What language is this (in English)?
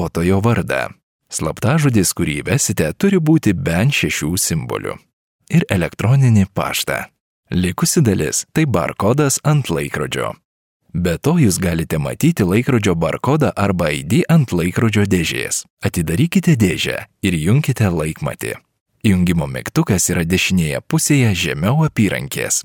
Lithuanian